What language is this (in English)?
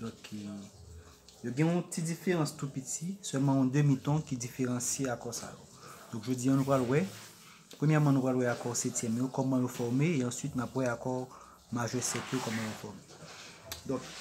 Haitian Creole